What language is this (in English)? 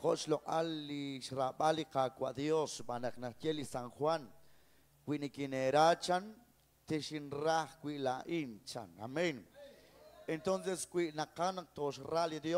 Kekchí